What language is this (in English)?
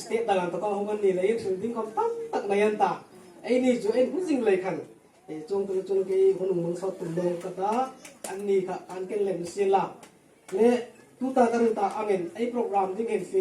Hmar